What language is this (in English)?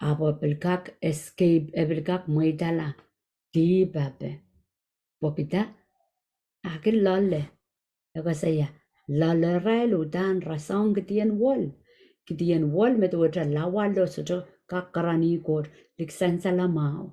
Pohnpeian